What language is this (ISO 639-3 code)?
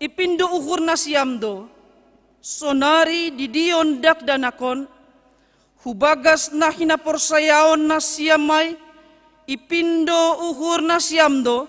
bts